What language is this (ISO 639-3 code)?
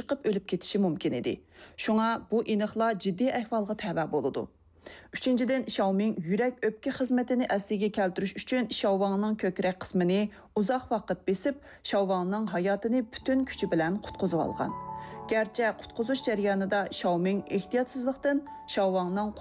uig